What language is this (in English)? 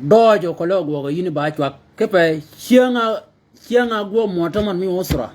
Shilluk